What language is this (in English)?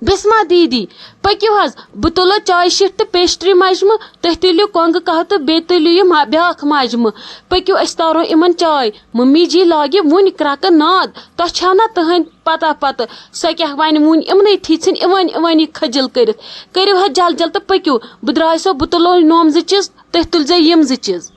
Kashmiri